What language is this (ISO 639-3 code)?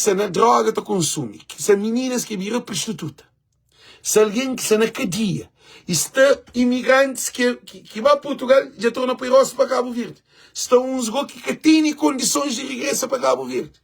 kea